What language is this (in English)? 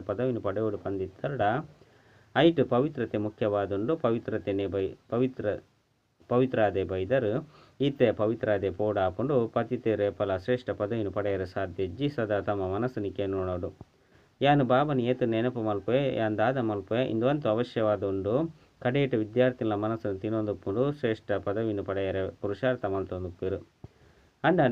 Tulu